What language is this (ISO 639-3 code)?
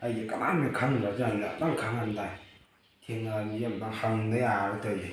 mni